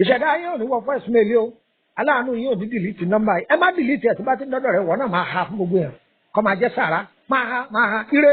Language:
Yoruba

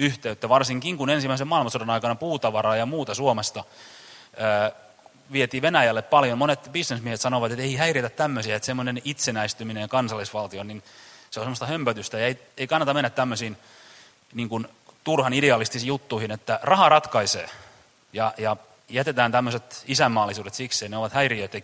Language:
Finnish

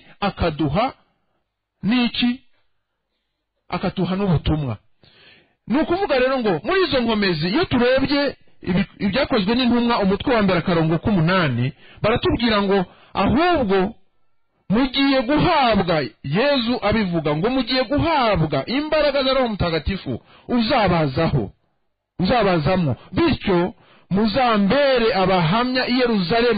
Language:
Kinyarwanda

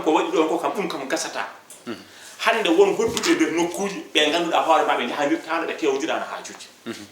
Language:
Fula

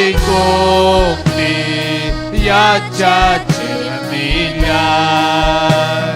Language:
Ayacucho Quechua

